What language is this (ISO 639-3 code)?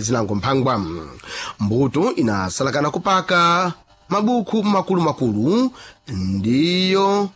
seh